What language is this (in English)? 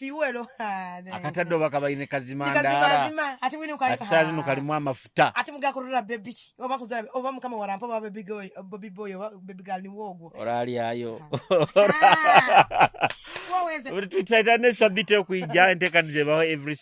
Nyoro